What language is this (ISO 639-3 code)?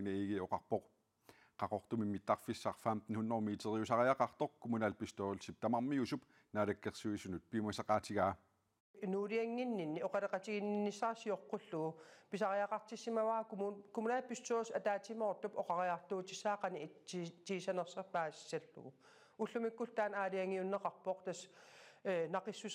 kal